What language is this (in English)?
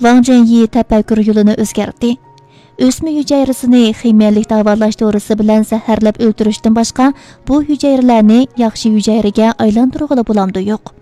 Uyghur